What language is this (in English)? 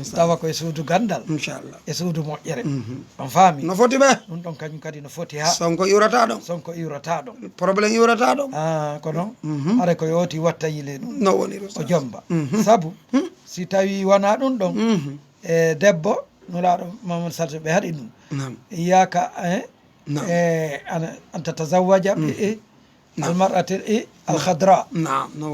Fula